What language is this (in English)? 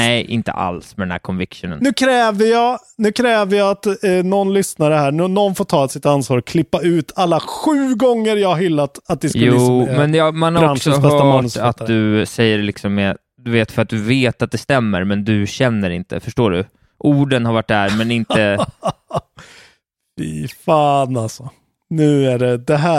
Swedish